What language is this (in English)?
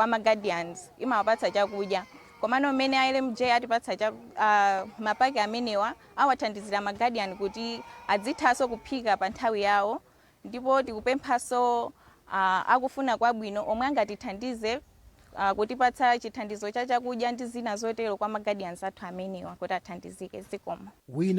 Nyanja